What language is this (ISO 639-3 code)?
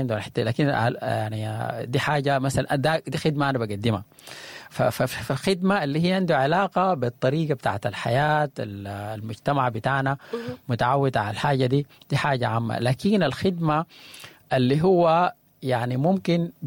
apd